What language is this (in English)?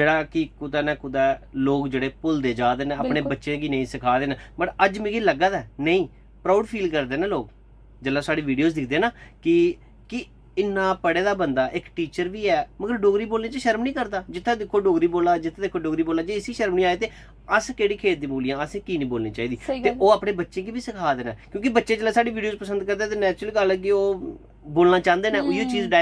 Dogri